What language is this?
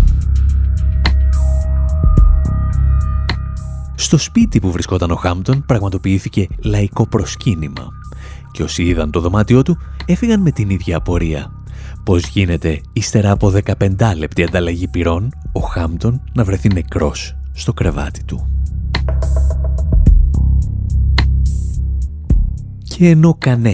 Greek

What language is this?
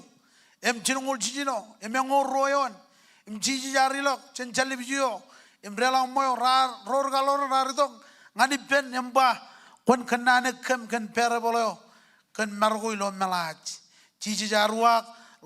Marshallese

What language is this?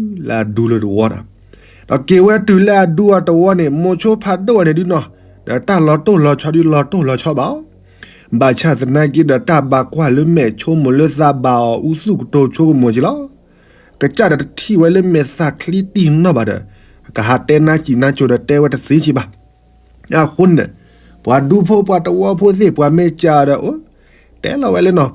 S'gaw Karen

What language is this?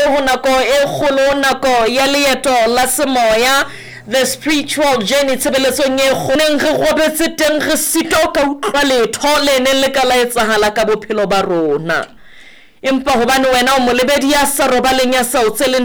Southern Sotho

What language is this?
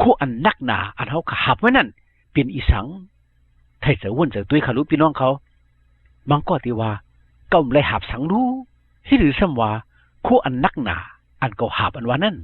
Shan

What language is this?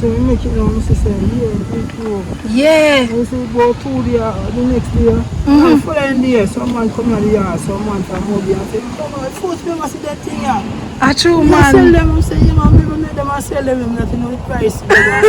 Jamaican Creole English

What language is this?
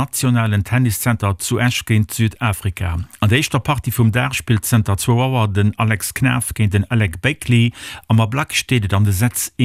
Luxembourgish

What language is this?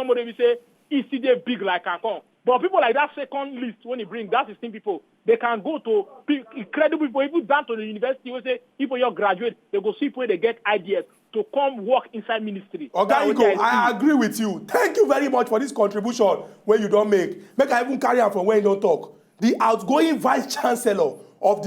Nigerian Pidgin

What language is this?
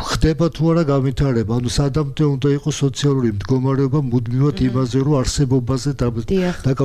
Georgian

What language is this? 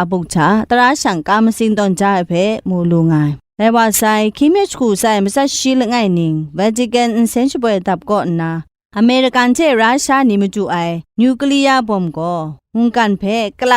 Kachin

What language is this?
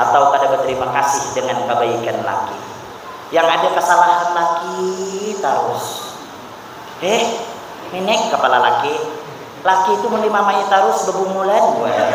Banjar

